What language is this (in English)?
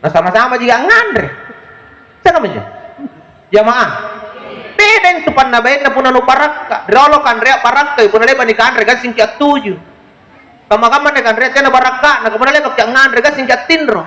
Makasar